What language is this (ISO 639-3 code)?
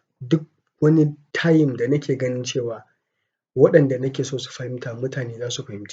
hau